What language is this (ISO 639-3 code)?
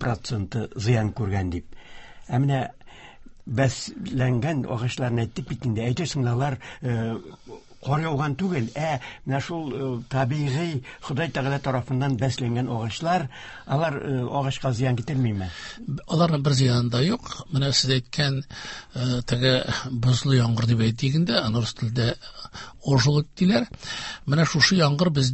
tat